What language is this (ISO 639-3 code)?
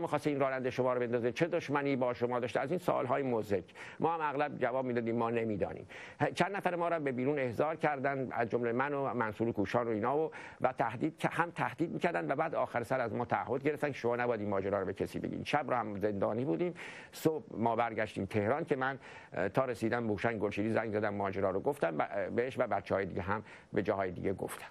fas